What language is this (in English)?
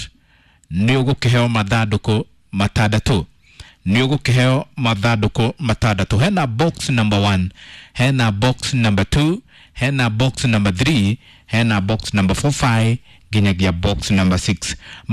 Kikuyu